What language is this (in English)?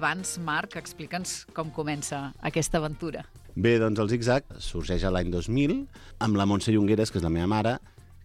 Catalan